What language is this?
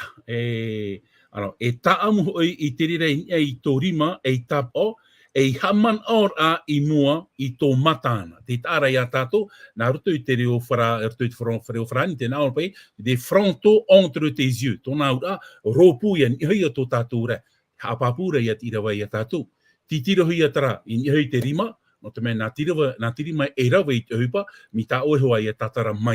Tahitian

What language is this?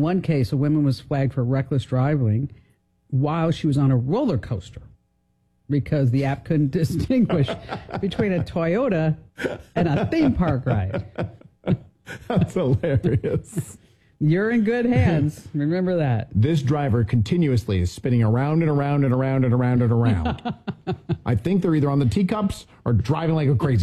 English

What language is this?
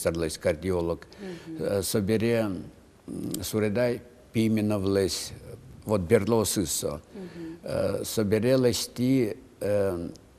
Udmurt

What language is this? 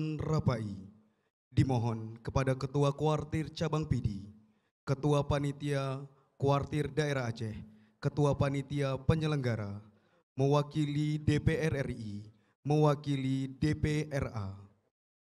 Indonesian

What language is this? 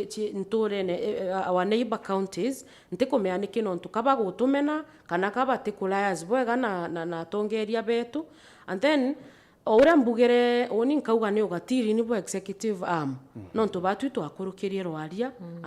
Meru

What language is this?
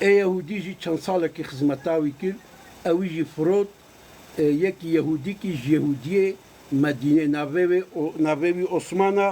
Kurdish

